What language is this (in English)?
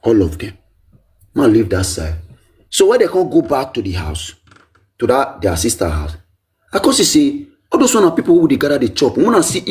Nigerian Pidgin